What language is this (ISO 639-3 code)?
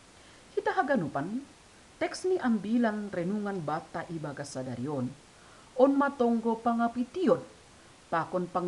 bts